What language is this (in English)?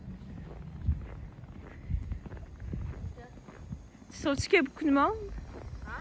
French